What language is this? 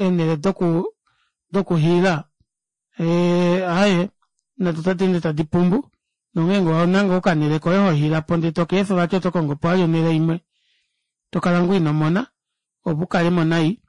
Kuanyama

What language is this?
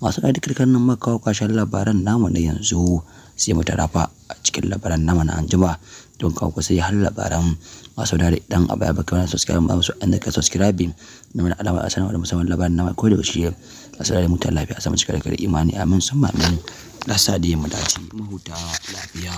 Hausa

